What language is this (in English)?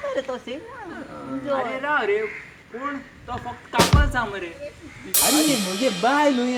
Konkani